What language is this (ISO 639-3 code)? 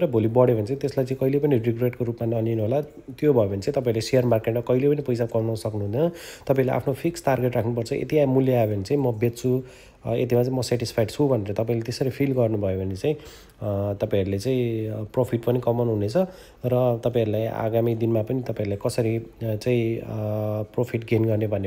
nep